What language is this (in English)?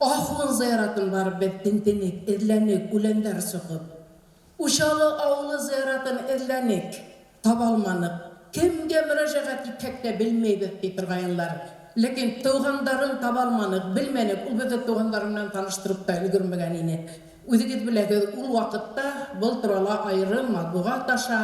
Bashkir